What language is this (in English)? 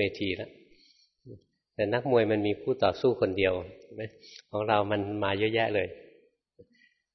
Thai